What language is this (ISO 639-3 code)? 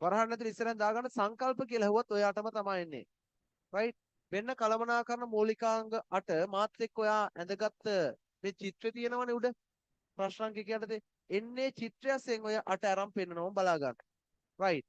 sin